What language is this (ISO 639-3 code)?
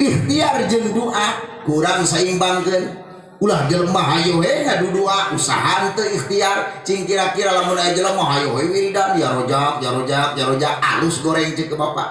sun